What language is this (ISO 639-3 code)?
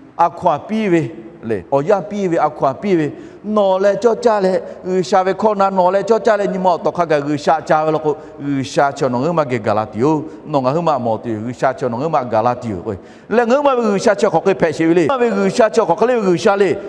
lhu